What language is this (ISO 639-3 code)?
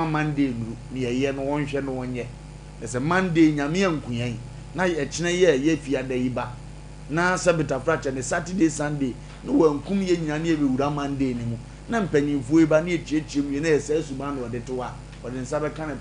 aka